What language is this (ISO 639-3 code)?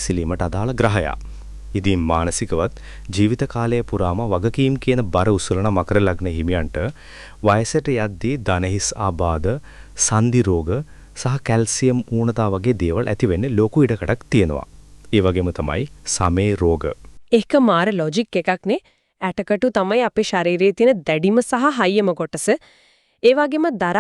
sin